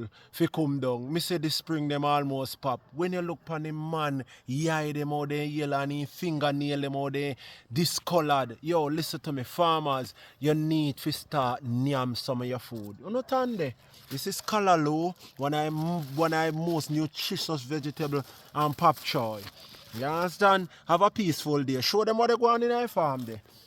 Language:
Jamaican Creole English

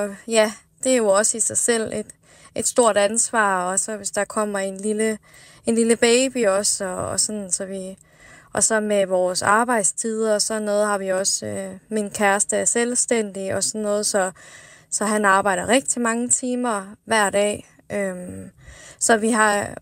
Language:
Danish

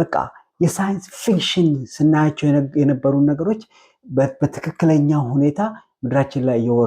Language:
Amharic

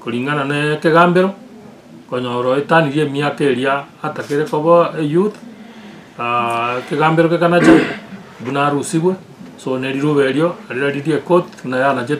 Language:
Gusii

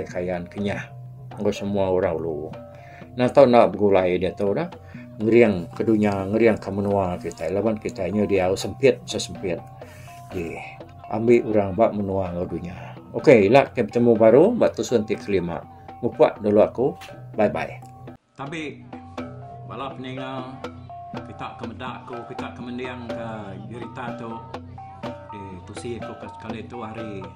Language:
Iban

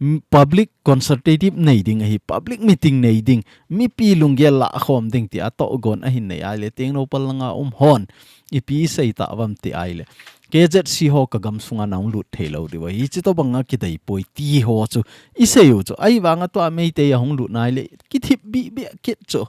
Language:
Thado Chin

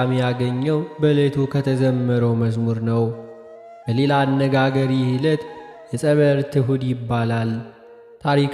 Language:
Amharic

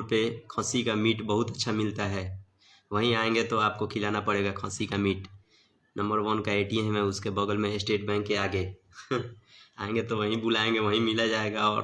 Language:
Bhojpuri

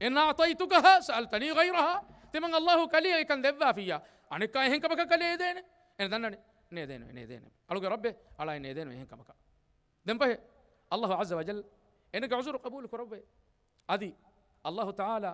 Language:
Divehi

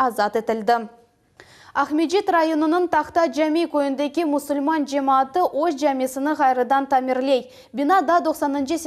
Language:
Crimean Tatar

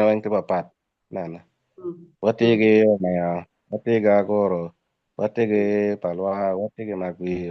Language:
Acoli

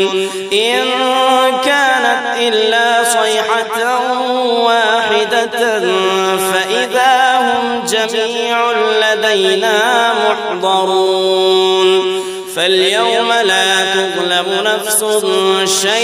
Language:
Arabic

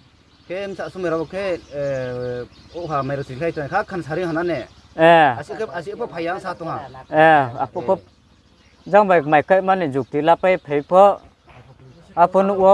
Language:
Riang (India)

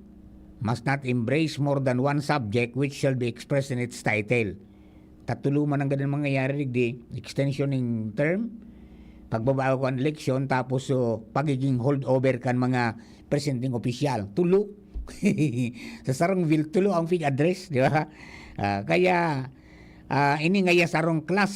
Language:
Bikol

